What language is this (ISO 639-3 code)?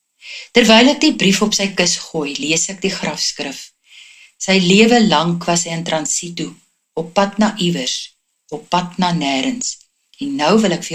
afr